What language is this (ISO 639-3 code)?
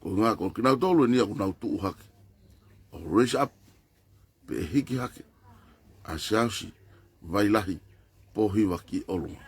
ton